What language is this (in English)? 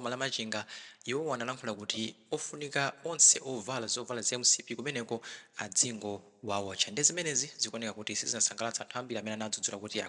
Nyanja